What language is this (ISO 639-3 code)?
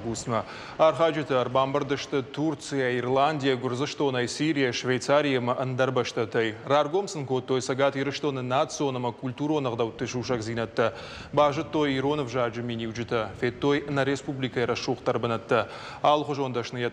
oss